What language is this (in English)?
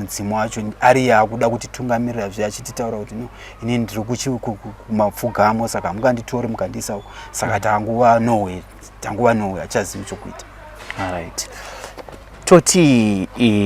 Shona